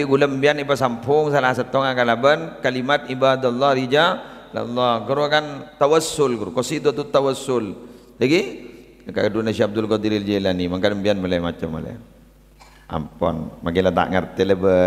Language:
Madurese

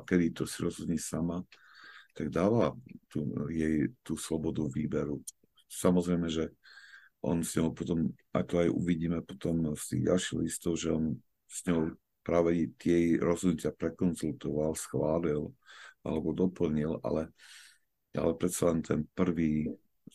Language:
Slovak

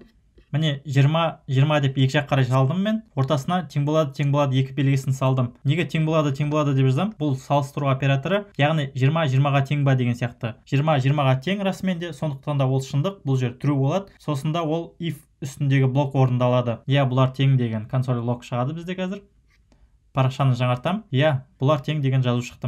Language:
Kazakh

